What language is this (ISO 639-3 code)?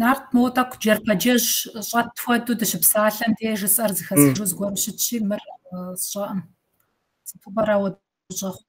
kbd